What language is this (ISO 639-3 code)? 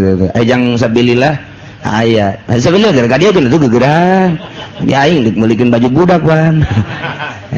sun